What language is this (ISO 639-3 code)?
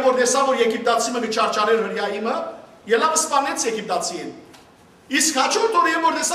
hyw